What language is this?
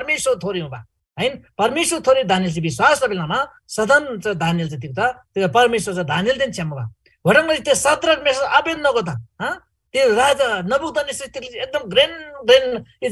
Eastern Tamang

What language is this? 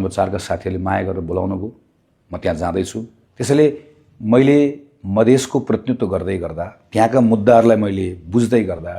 Nepali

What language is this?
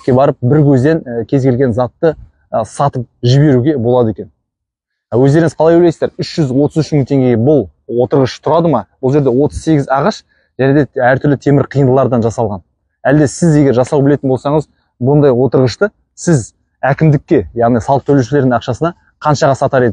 Kazakh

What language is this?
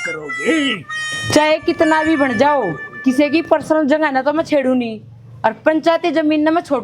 Haryanvi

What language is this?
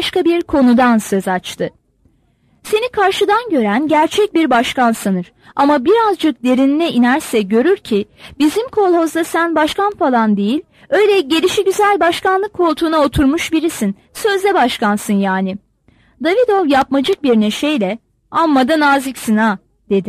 Turkish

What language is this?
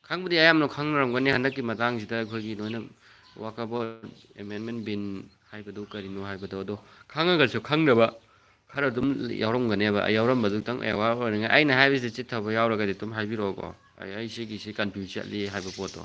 Manipuri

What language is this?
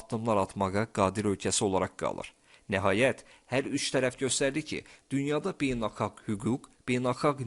Azerbaijani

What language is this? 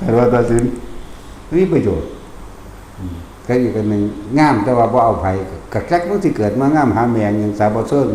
Northeastern Thai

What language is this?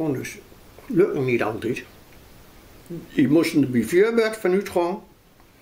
Dutch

